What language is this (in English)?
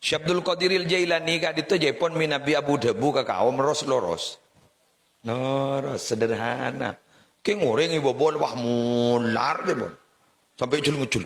Madurese